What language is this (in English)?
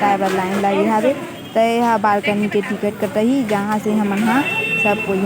Chhattisgarhi